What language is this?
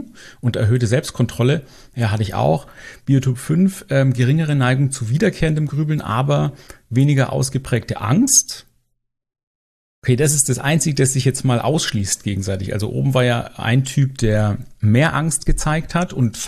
German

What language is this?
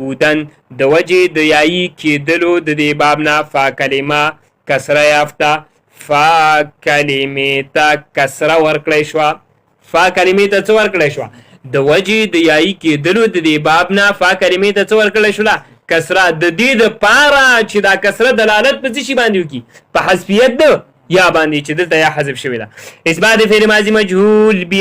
Pashto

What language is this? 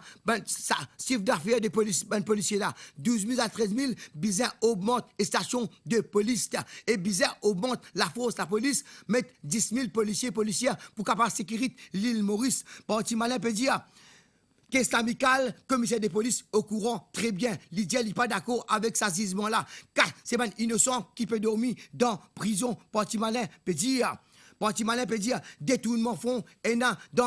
Morisyen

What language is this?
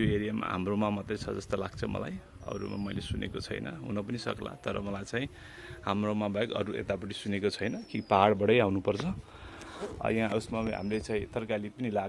Nepali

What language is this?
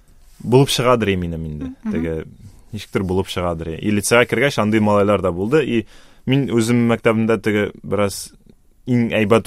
Tatar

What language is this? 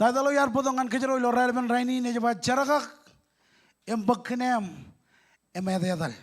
Marshallese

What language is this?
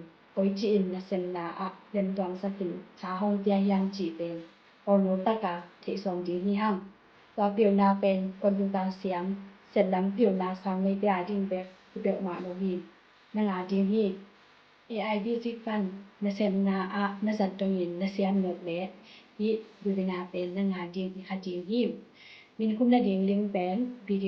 Tedim Chin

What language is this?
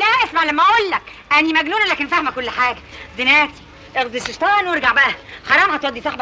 Egyptian Arabic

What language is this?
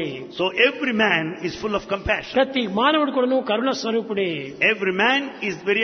Telugu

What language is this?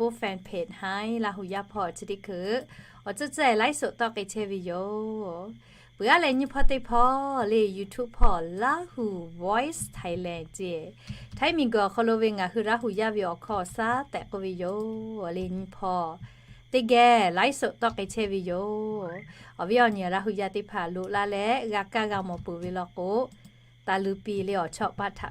Lahu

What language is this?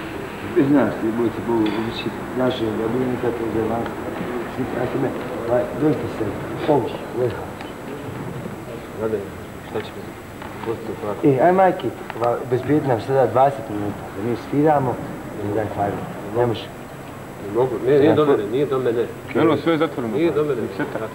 Bosnian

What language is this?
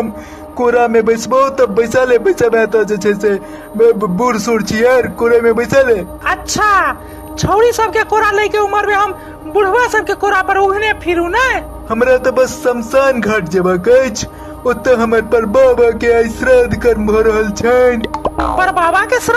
Maithili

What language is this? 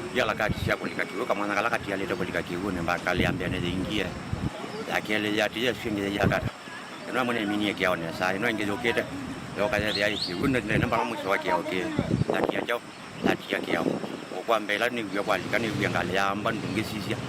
Kamba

